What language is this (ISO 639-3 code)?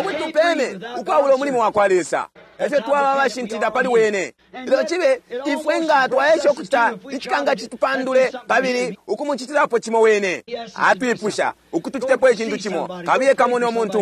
bem